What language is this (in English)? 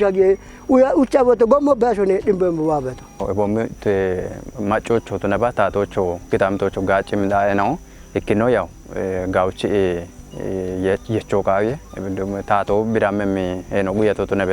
Kafa